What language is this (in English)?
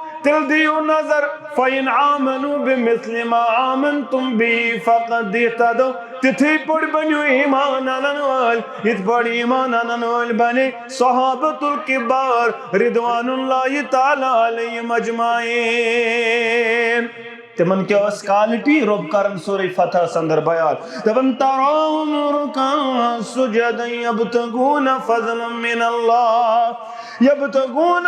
Kashmiri